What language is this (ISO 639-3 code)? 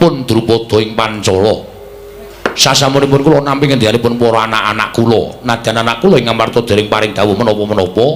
jav